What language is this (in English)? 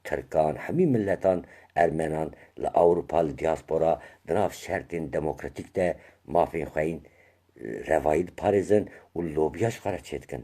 Kurdish